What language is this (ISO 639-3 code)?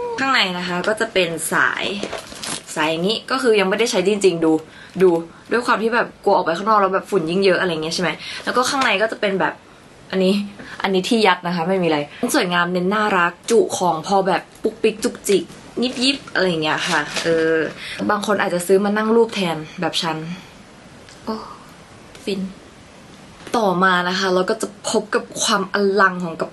tha